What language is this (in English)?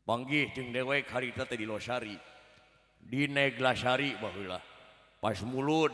Sundanese